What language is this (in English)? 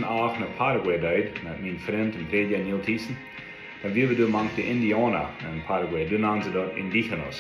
Plautdietsch